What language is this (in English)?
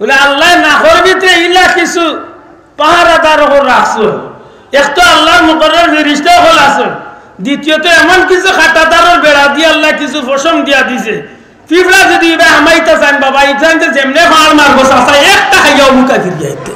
Sylheti